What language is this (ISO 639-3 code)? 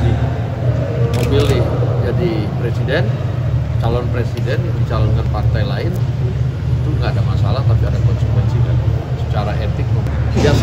ind